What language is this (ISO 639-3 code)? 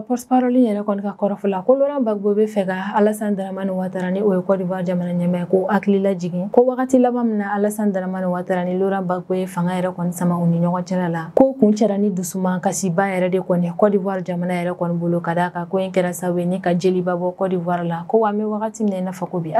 bam